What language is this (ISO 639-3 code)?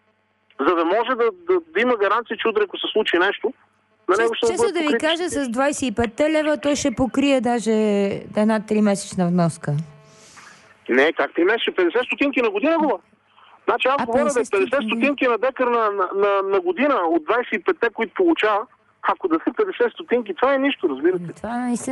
bul